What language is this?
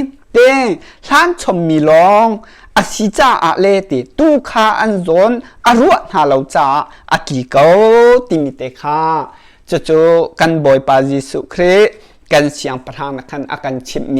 Hakha Chin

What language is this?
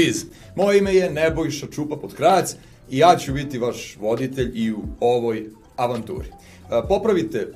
Serbian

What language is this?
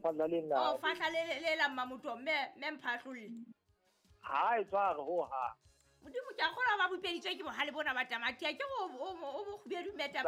Southern Sotho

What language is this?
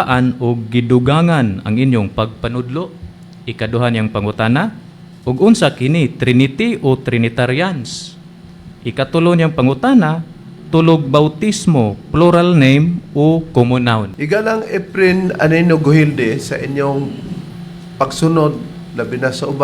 Cebuano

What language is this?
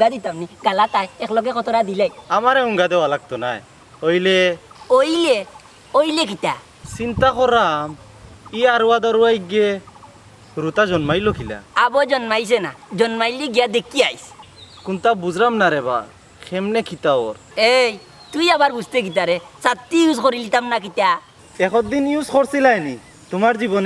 Sylheti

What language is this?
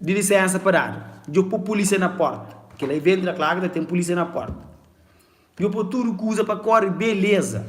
Kabuverdianu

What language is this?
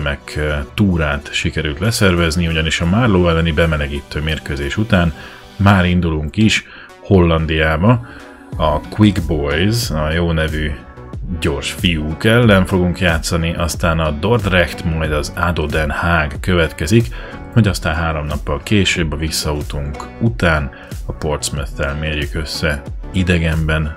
Hungarian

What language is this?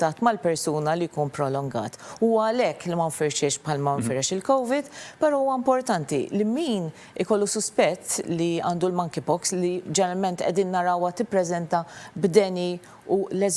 Maltese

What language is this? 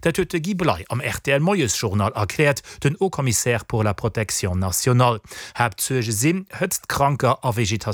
Luxembourgish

